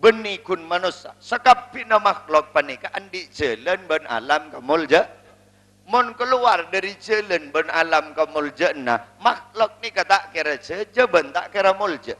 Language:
Madurese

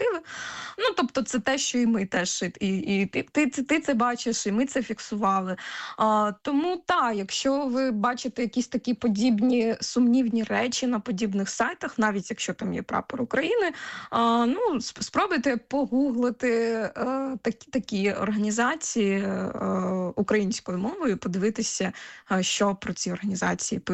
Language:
Ukrainian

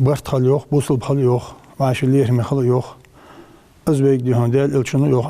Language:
Ingush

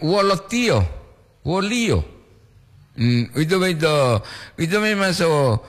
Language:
Gorontalo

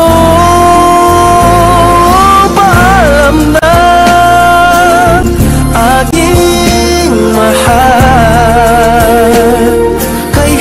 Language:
Filipino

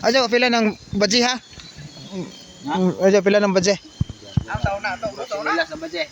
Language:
Cebuano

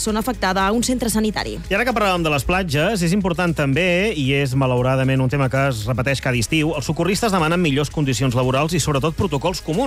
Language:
Catalan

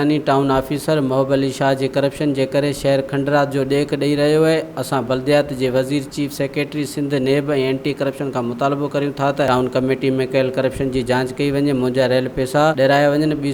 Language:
Sindhi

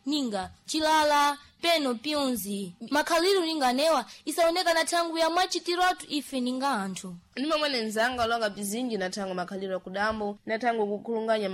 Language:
Sena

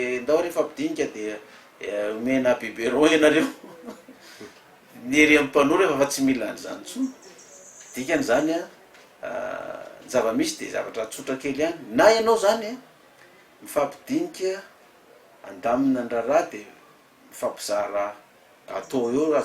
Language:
Malagasy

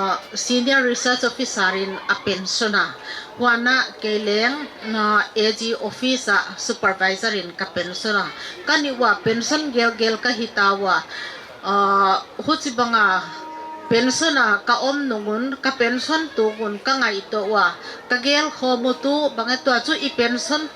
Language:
Paite Chin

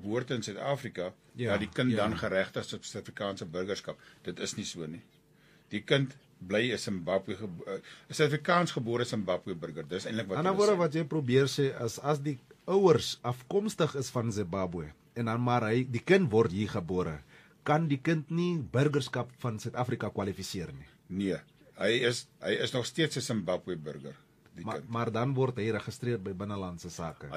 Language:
Afrikaans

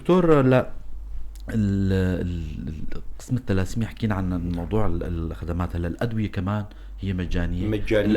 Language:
North Levantine Arabic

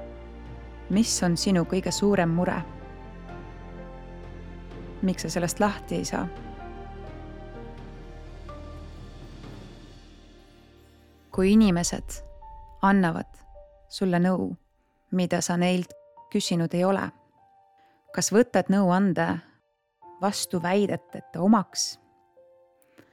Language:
Estonian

